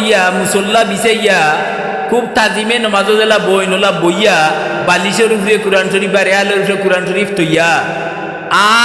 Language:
Sylheti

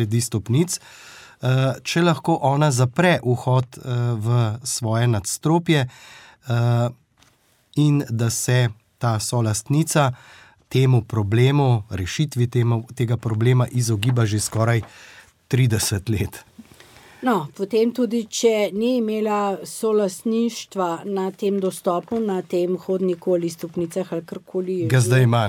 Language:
Slovenian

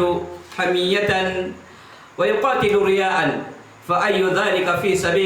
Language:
Maranao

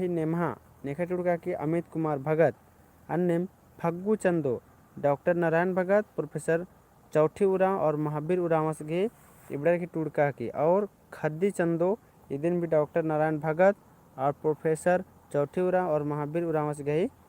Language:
Kurukh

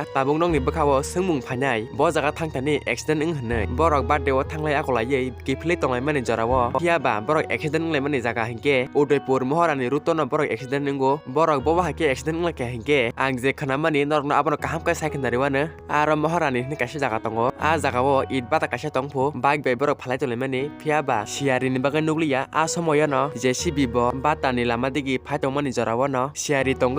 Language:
Kok Borok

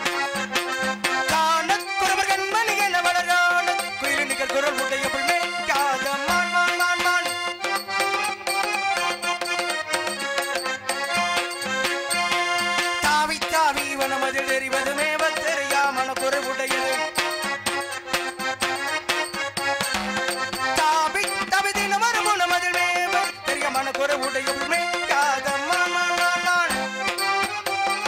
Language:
Tamil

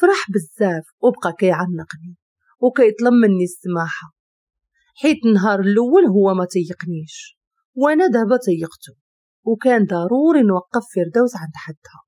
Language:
Moroccan Arabic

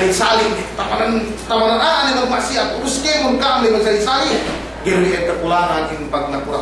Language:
Yakan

